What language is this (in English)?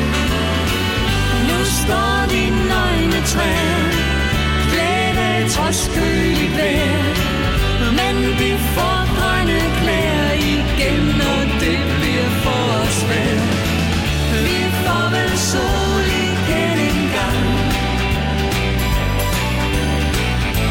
Danish